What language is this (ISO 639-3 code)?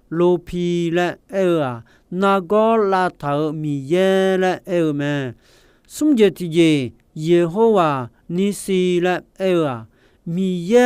ahk